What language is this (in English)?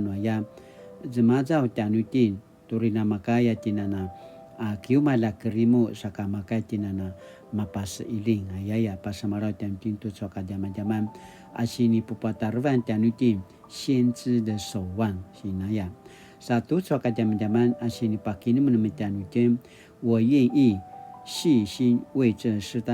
Paiwan